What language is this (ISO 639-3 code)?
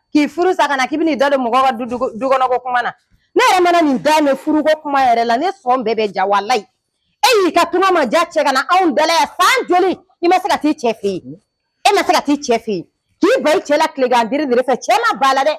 bam